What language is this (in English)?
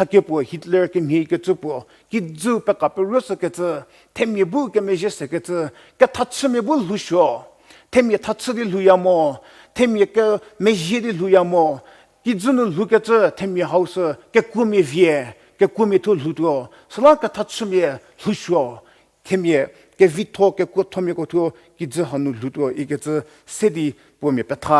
Angami Naga